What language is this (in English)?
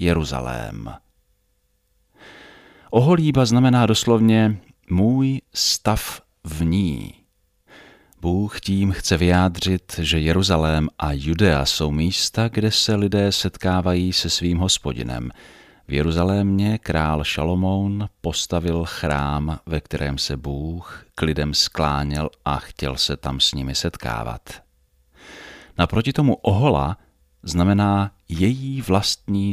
Czech